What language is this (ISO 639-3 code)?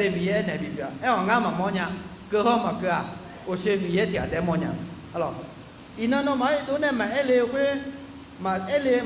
ahk